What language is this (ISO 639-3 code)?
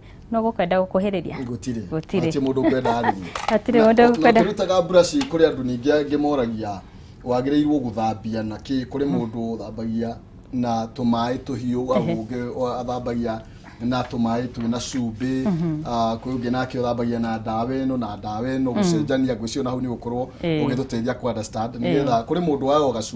kik